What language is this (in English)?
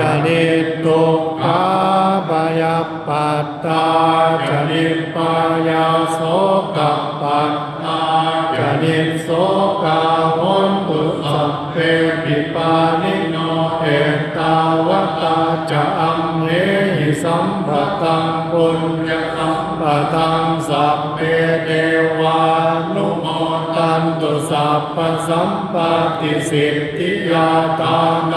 Pali